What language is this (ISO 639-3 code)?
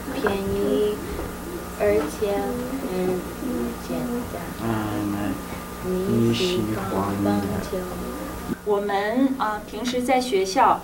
zho